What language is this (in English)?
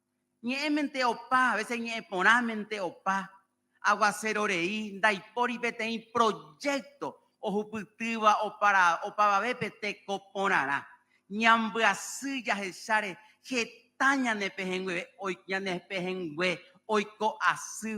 Guarani